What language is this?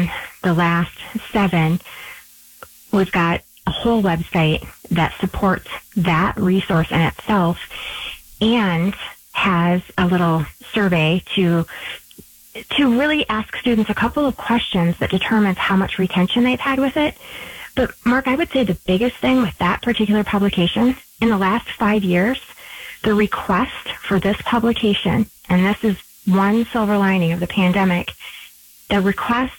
English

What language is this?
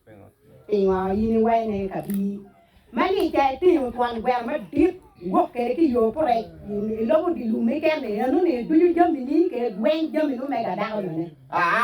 Acoli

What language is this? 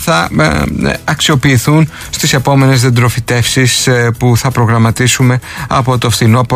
Greek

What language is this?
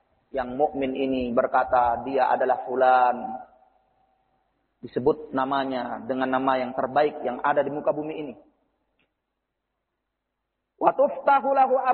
Indonesian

